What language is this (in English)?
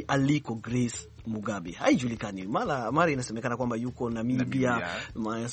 Swahili